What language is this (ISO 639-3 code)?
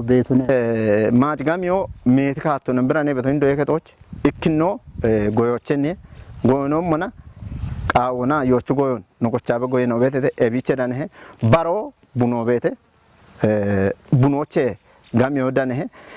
kbr